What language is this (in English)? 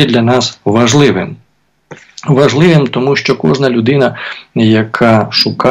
Ukrainian